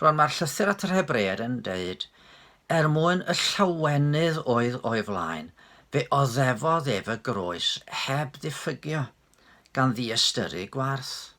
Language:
Welsh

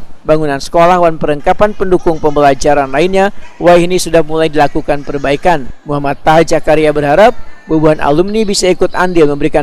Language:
Banjar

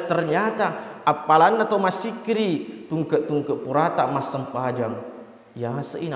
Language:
Buginese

